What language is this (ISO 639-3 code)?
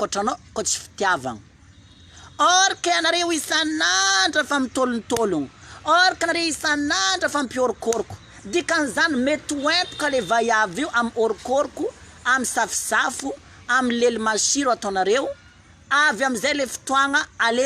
mlg